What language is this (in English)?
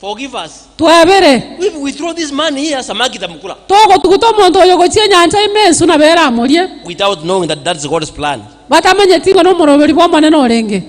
Gusii